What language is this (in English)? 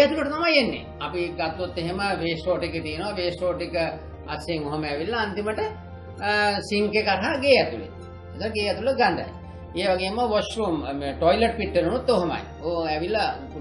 Sinhala